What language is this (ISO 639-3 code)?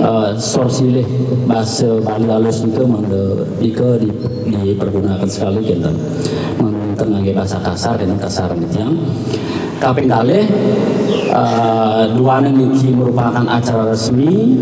ban